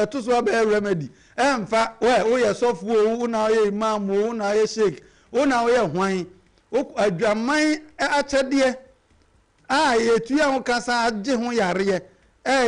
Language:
Akan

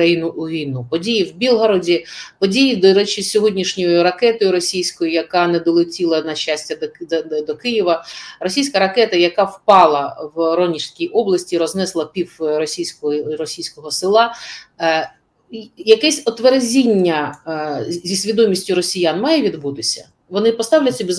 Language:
Ukrainian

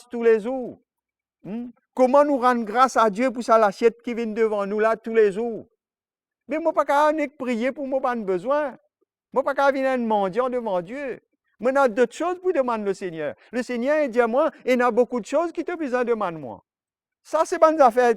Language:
Morisyen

